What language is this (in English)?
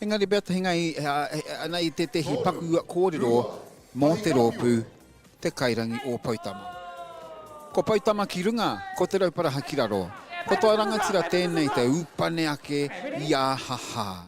Māori